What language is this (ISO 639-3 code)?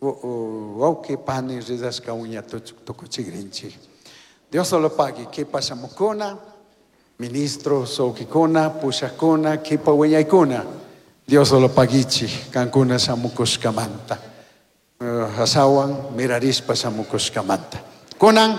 qug